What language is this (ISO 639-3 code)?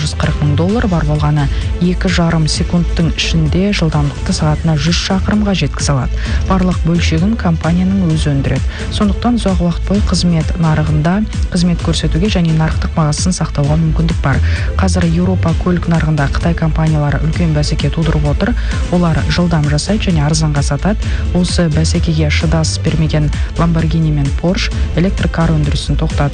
kaz